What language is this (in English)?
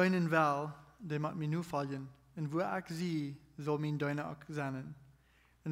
Plautdietsch